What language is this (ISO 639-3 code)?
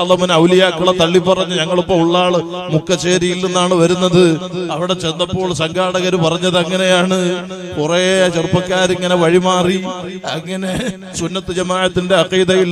mal